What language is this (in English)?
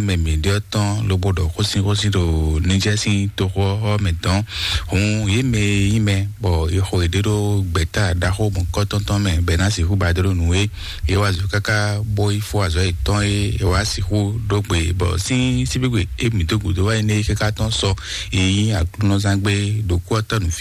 Fon